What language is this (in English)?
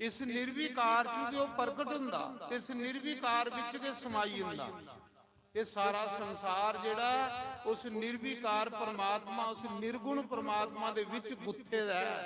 Dogri